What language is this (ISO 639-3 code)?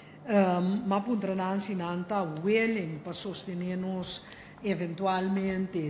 pap